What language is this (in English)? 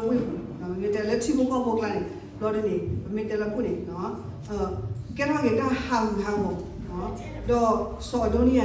S'gaw Karen